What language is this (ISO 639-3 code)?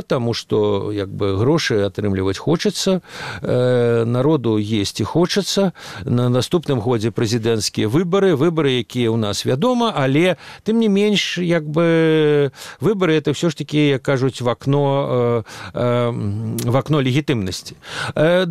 bel